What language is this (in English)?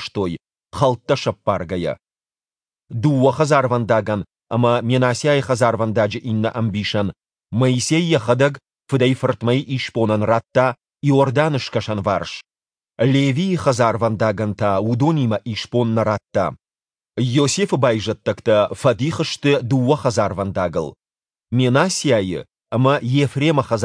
Ossetic